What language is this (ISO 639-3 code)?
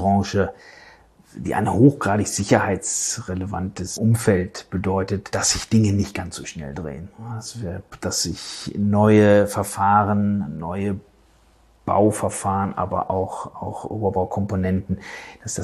deu